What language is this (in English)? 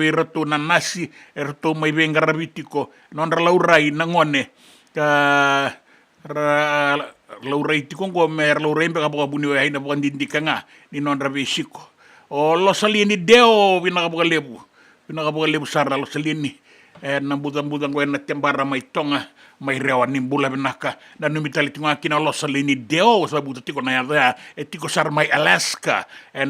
Fijian